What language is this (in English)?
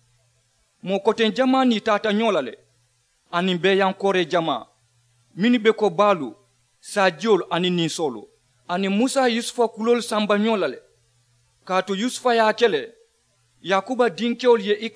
Mandingo